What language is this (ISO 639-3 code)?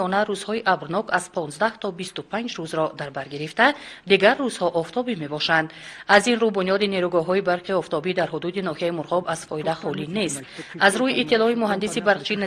tgk